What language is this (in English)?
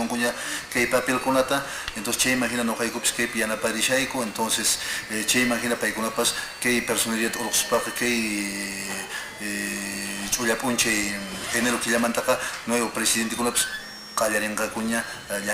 Quechua